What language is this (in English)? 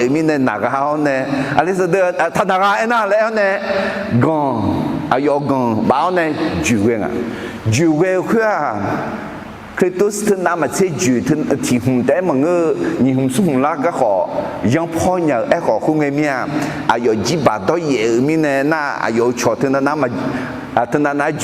Akha